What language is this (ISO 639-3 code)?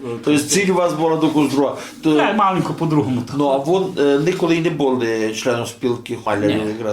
rue